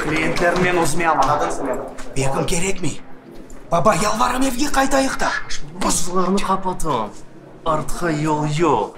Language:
Crimean Tatar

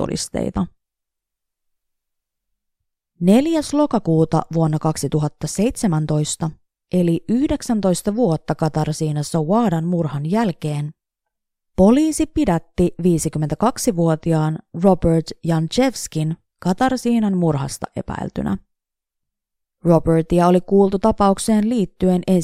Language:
Finnish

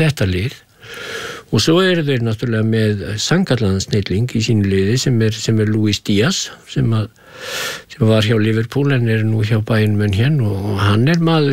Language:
Icelandic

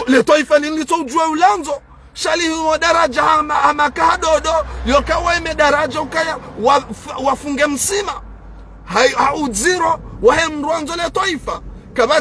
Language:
Ngazidja Comorian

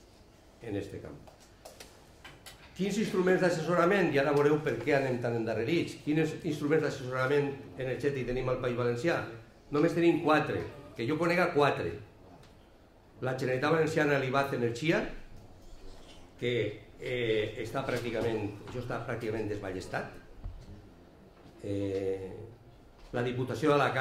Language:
Catalan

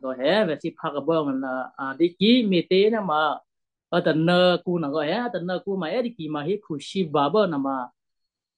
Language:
Western Kayah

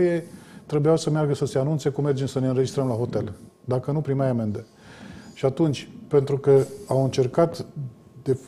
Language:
Romanian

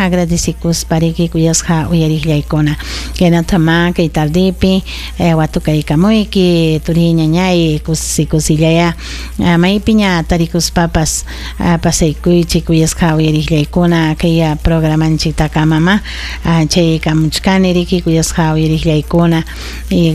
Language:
Ayacucho Quechua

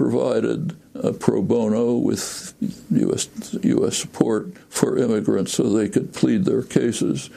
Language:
English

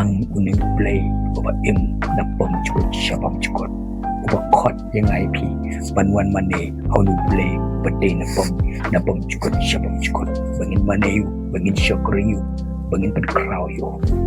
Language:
Khasi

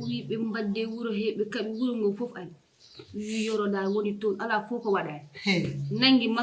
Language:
Fula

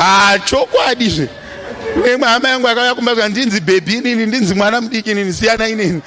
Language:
Shona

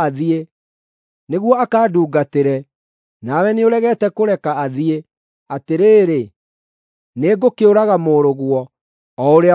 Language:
Kikuyu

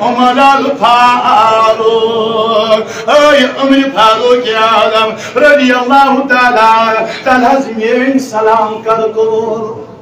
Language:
Kashmiri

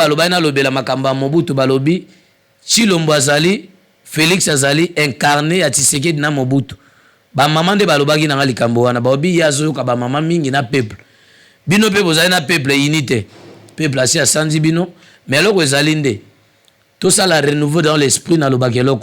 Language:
Lingala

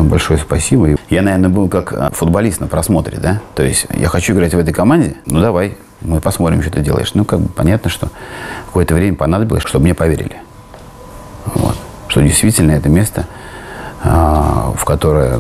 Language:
Russian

